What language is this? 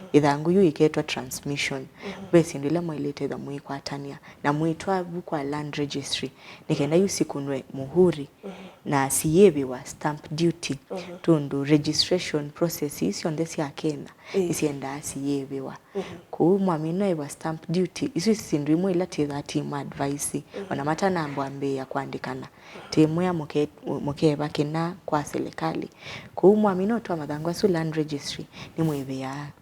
Kamba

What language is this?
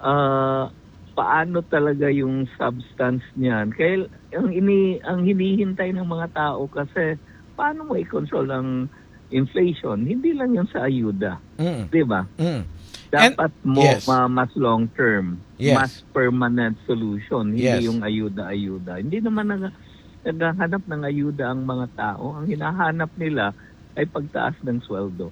Filipino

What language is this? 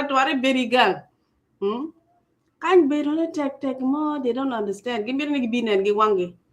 Acoli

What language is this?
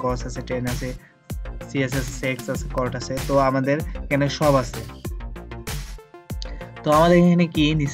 Bangla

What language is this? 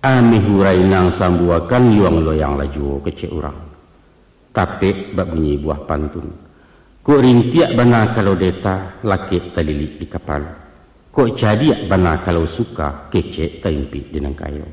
Minangkabau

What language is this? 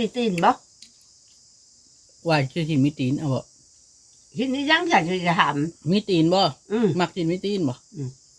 Northeastern Thai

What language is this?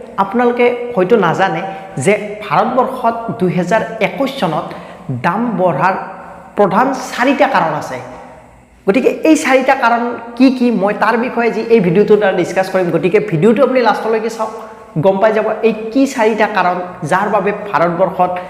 Assamese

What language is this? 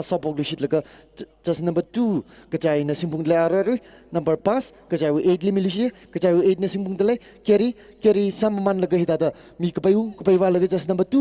Tangkhul Naga (India)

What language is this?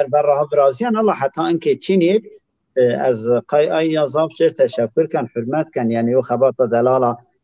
Zaza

